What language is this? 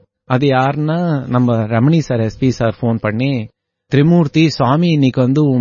Tamil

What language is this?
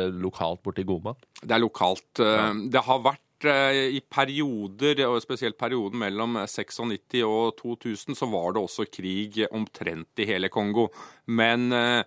Norwegian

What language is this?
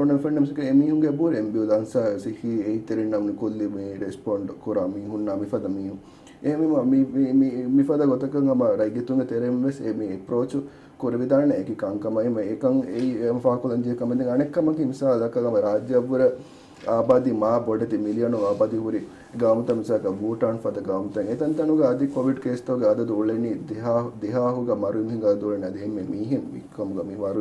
Divehi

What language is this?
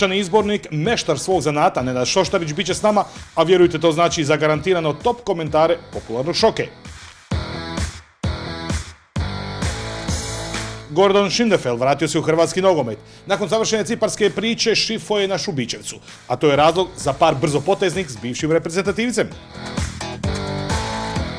Croatian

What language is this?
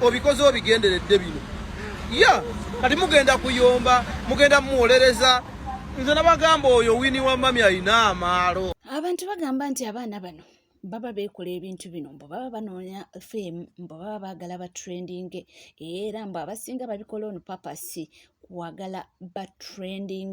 Ganda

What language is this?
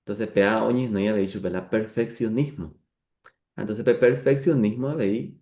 Guarani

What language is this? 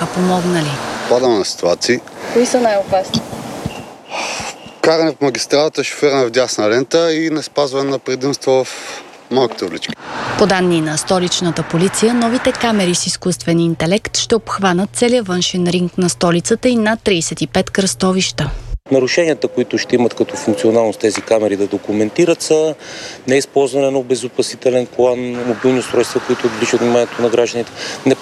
Bulgarian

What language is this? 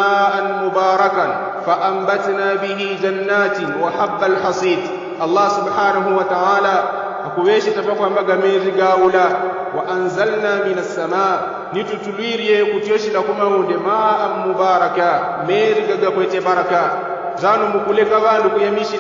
Yao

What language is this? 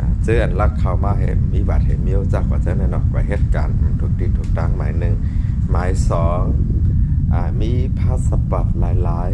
Shan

